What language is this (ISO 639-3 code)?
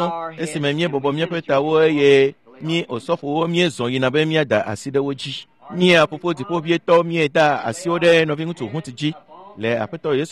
ewe